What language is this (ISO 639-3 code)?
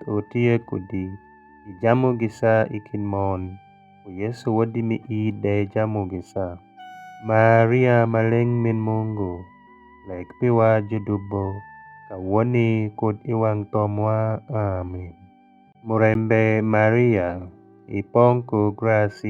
alz